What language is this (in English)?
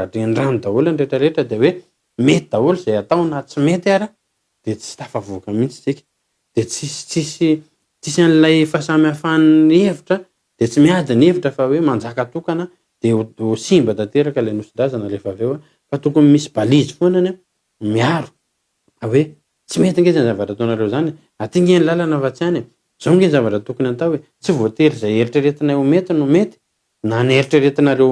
Malagasy